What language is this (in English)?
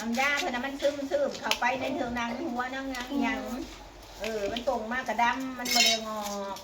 Northeastern Thai